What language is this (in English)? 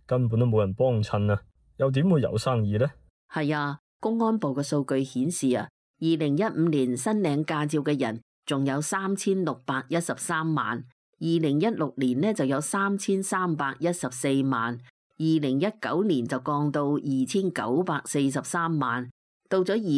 Cantonese